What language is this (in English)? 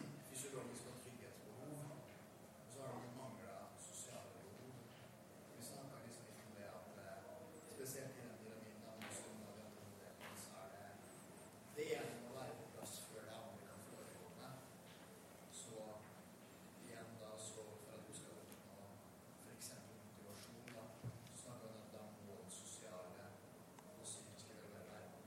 Norwegian